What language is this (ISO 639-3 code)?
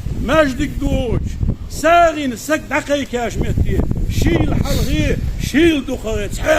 inh